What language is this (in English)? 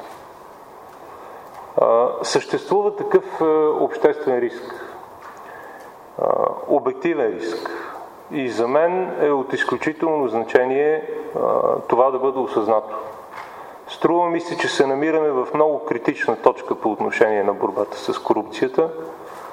Bulgarian